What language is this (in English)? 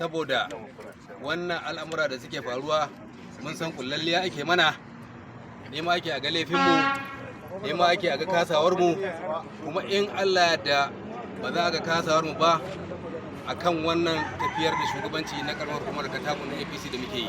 Hausa